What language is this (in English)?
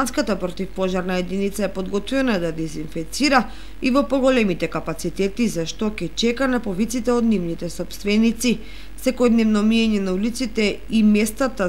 Macedonian